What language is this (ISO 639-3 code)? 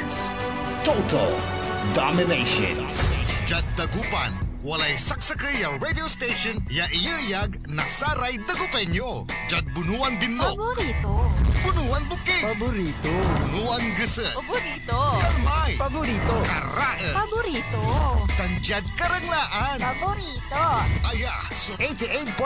pag